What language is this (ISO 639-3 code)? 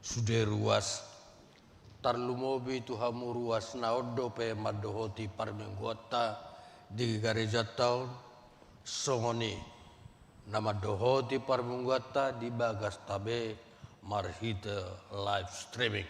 bbc